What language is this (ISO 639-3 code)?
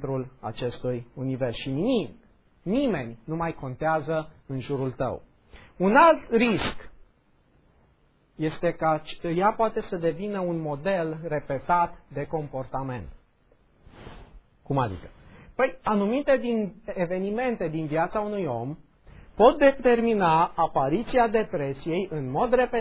ron